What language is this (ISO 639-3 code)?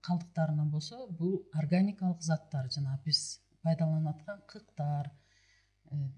kir